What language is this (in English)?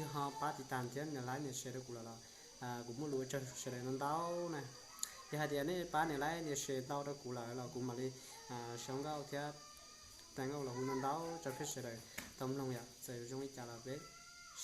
Hmong